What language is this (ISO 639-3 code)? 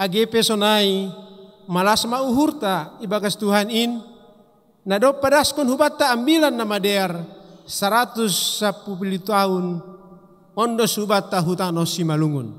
bts